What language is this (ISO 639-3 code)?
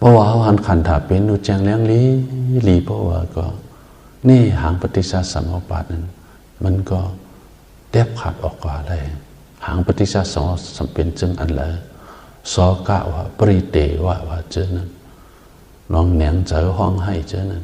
shn